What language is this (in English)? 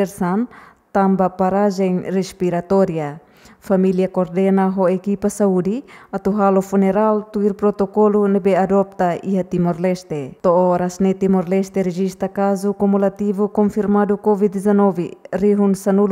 Tetum